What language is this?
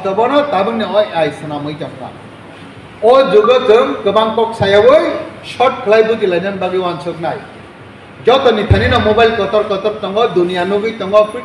Kok Borok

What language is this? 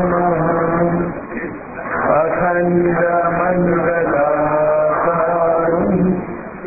Telugu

